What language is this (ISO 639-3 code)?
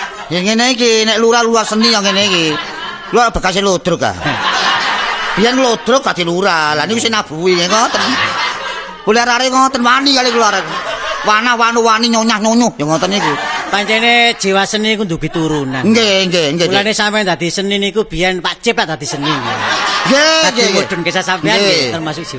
jav